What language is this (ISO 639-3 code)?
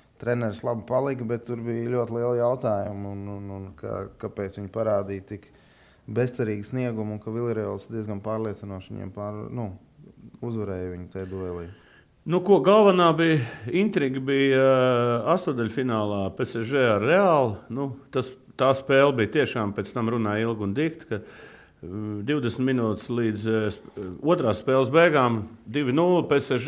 lav